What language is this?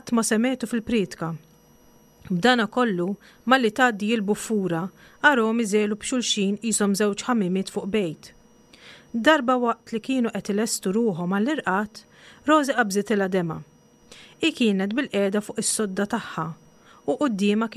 Maltese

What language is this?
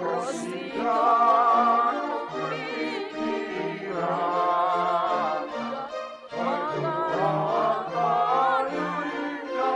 Batak Simalungun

